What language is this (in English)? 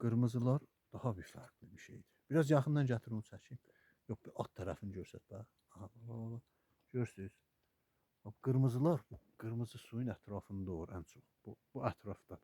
Azerbaijani